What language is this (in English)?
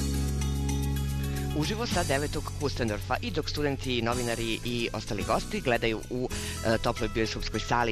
Serbian